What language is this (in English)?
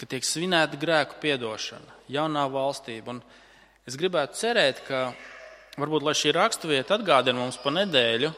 Latvian